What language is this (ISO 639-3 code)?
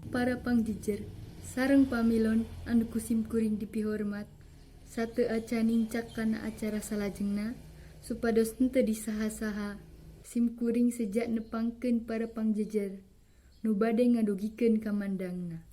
sun